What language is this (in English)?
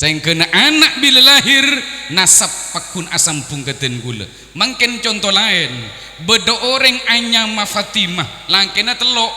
Madurese